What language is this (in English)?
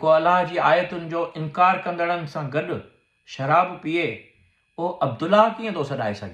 Sindhi